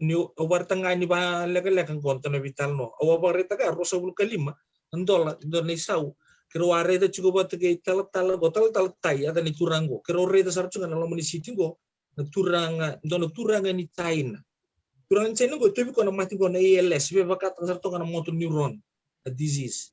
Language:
Fijian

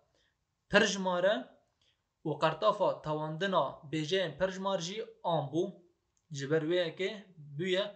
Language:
Kurdish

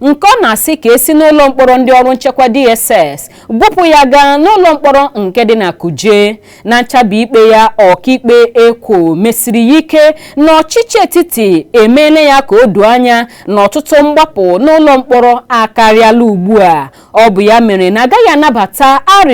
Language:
Igbo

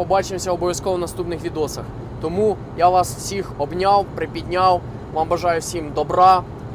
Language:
Ukrainian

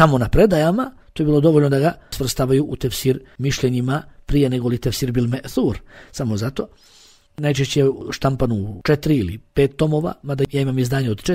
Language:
Bosnian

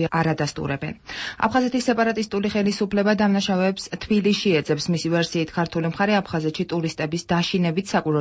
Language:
Georgian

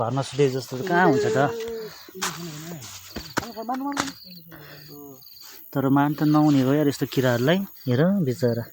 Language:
Nepali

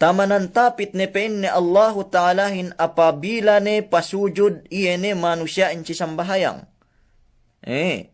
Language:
Yakan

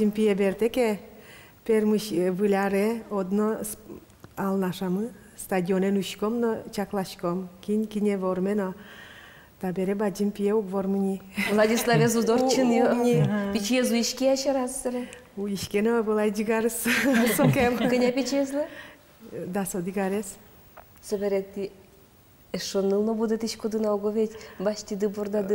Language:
Udmurt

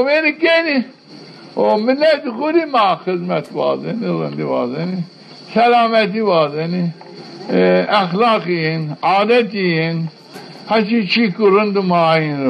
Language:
Zaza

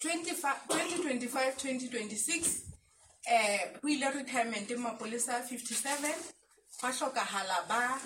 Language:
Southern Sotho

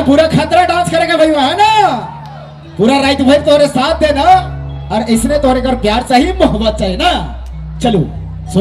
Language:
Sadri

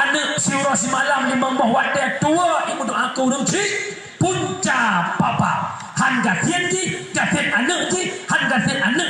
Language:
Achinese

